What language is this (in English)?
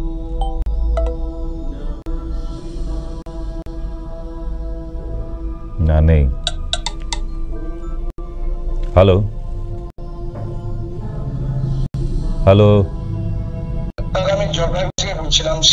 Bangla